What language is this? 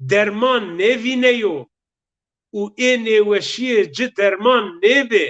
Zaza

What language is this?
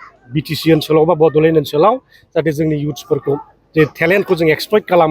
Bodo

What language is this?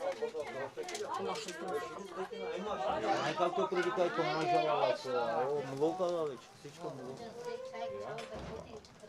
Bulgarian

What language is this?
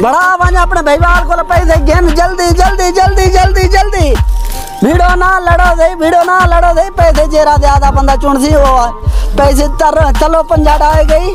Saraiki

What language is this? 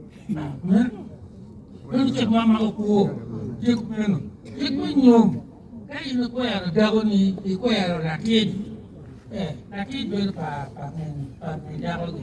Acoli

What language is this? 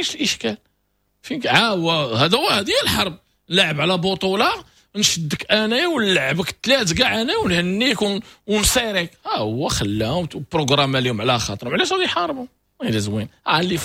Moroccan Arabic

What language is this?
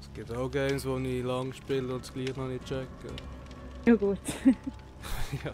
Swiss German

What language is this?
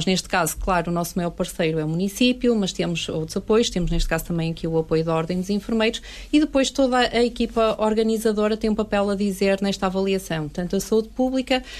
Portuguese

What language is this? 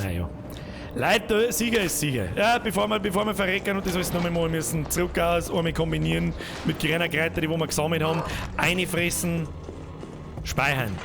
Bavarian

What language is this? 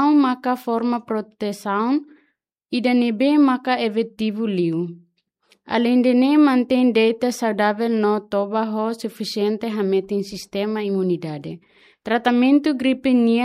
Tetum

